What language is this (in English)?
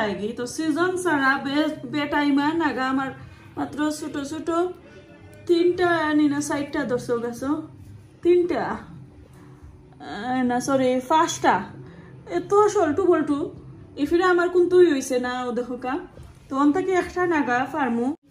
Sylheti